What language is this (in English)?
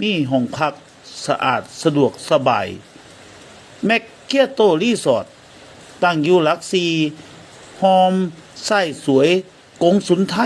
Lao